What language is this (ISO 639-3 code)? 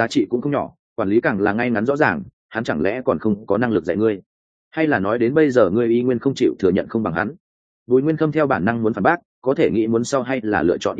vie